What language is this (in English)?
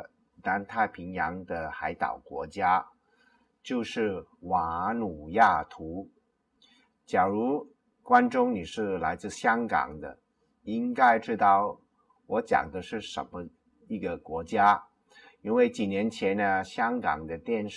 Chinese